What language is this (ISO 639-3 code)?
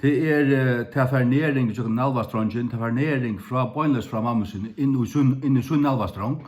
fao